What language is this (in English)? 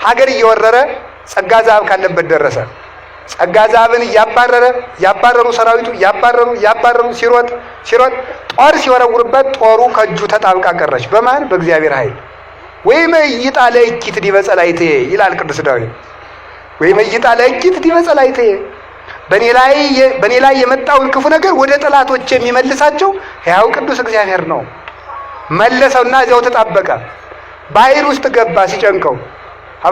Amharic